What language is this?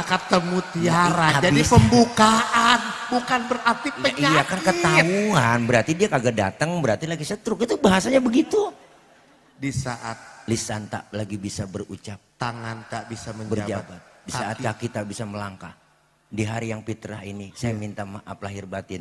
Betawi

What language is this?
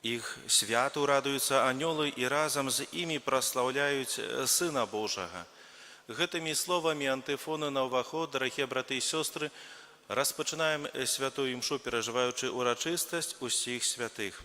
Belarusian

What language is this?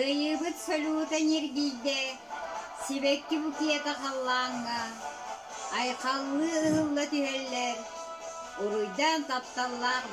Yakut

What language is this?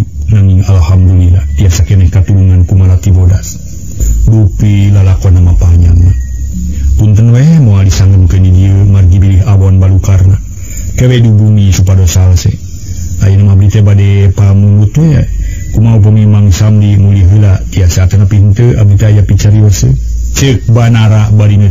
Sundanese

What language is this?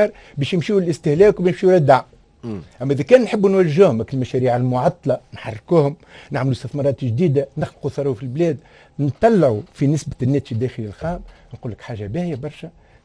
Tunisian Arabic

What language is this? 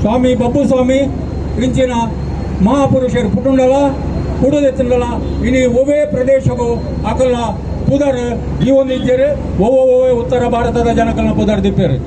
Tulu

